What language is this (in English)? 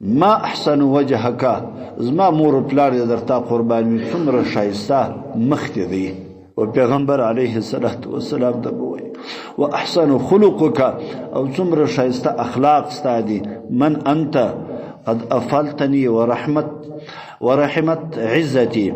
Pashto